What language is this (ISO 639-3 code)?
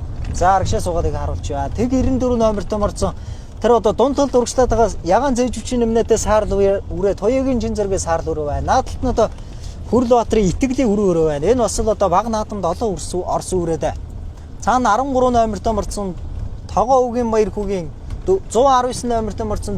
mon